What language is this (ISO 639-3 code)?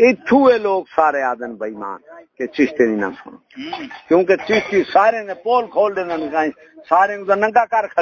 skr